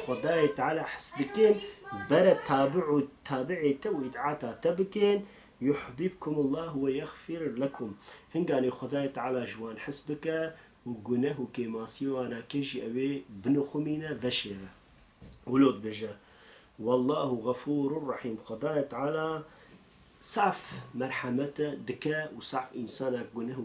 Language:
Kurdish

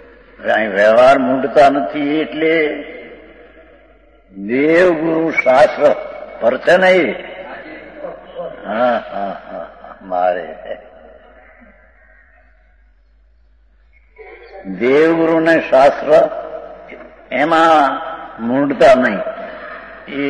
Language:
Gujarati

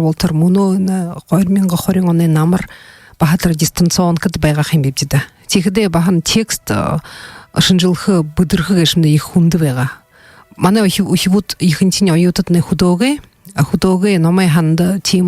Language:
Buriat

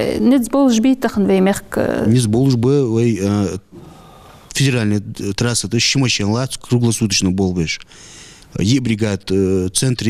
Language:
Ingush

